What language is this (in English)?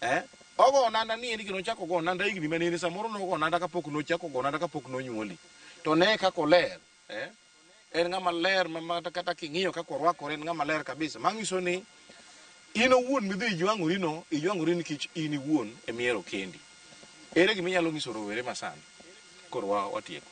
Luo (Kenya and Tanzania)